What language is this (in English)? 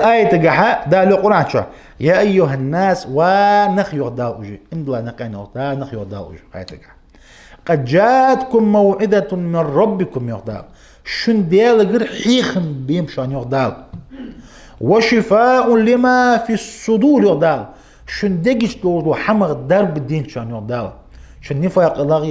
Ingush